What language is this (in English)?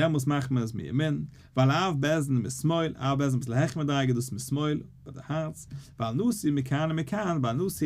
Yiddish